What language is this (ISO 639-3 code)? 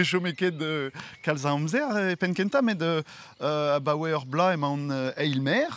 bre